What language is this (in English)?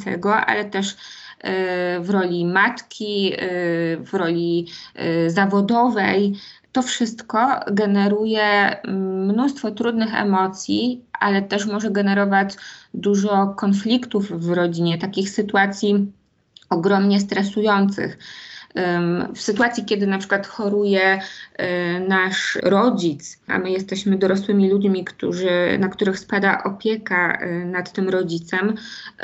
Polish